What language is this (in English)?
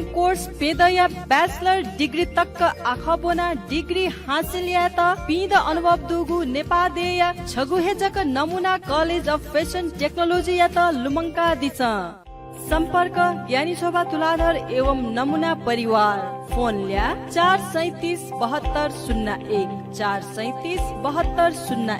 Newari